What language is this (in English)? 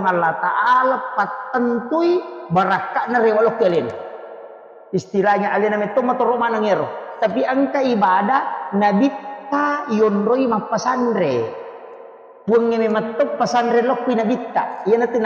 Buginese